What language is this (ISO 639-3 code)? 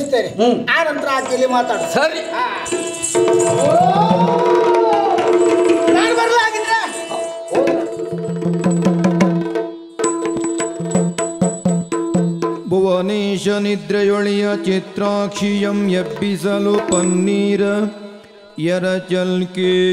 kan